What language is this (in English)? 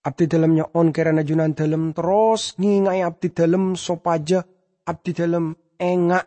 Madurese